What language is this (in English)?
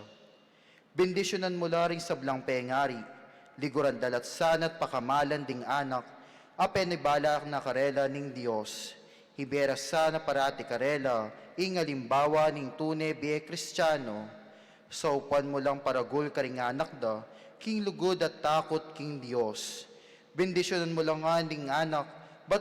Pampanga